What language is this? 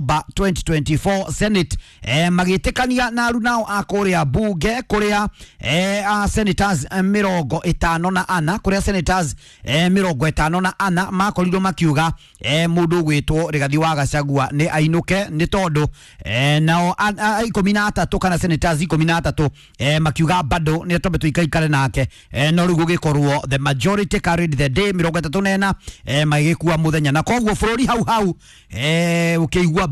Kikuyu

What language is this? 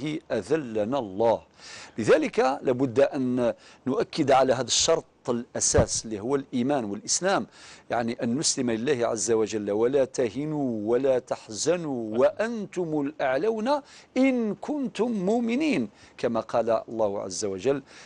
Algerian Arabic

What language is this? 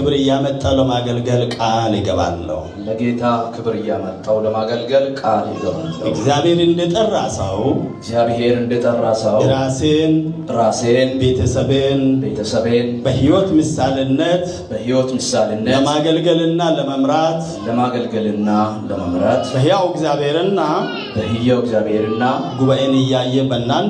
Amharic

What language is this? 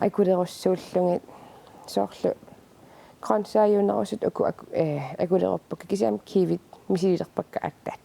Kalaallisut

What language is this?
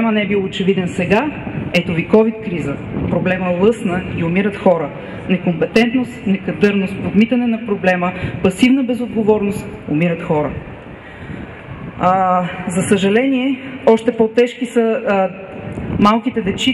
Bulgarian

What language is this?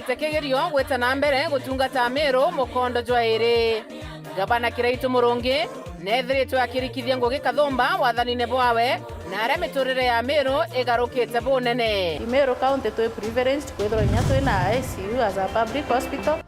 Meru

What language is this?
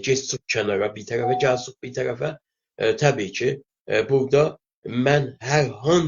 South Azerbaijani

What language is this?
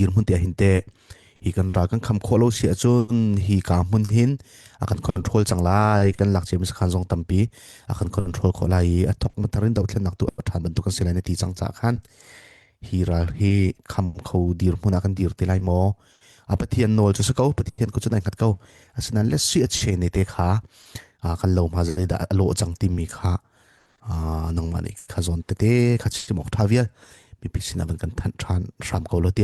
Hakha Chin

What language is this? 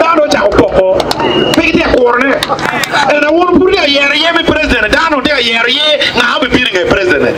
Acoli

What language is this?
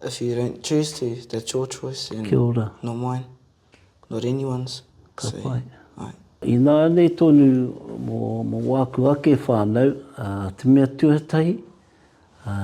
Māori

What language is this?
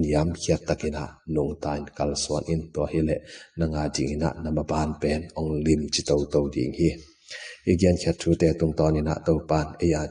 Tedim Chin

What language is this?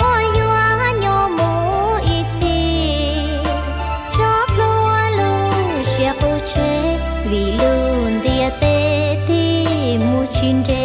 Hmong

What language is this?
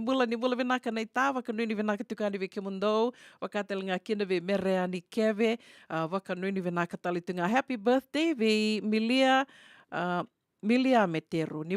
Fijian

